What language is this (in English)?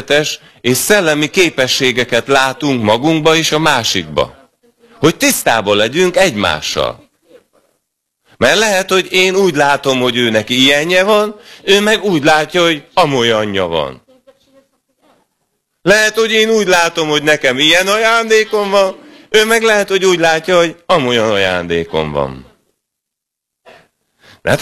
Hungarian